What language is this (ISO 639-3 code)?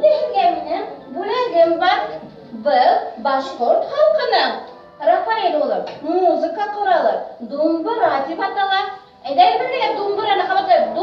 bak